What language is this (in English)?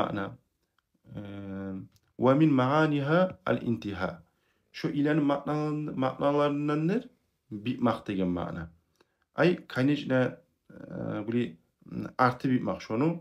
Kumyk